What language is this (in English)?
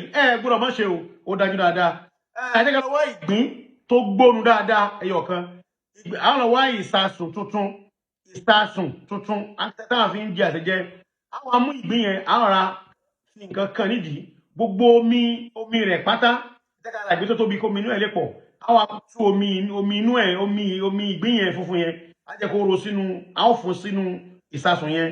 Yoruba